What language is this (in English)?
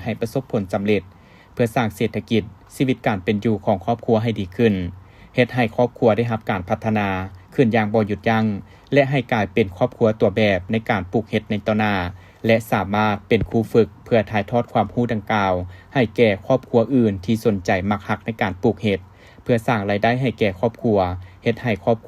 Lao